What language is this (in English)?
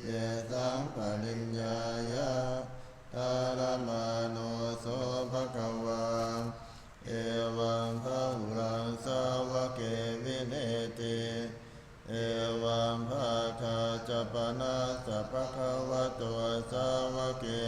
Pali